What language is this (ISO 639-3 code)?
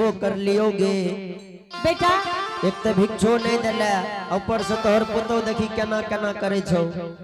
anp